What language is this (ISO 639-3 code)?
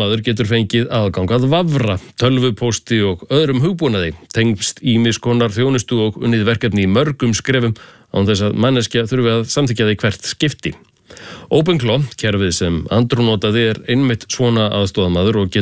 isl